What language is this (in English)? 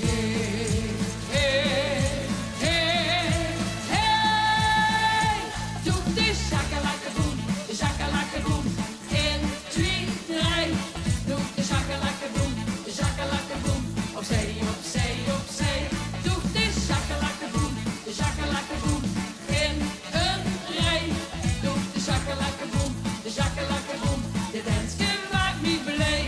Limburgish